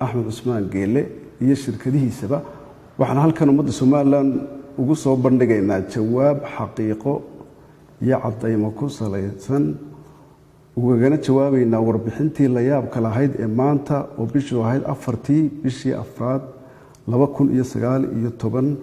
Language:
Somali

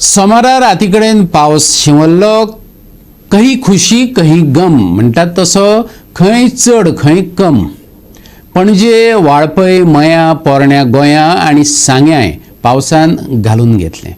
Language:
Konkani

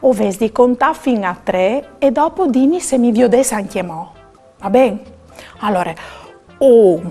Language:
Friulian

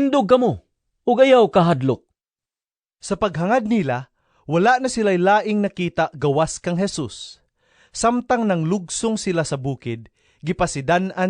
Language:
Cebuano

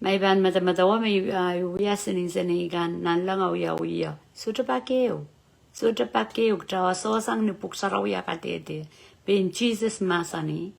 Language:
Pohnpeian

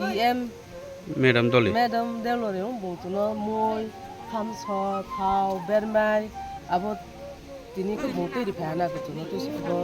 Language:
Kok Borok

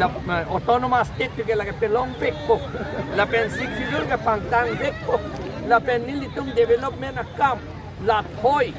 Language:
Karbi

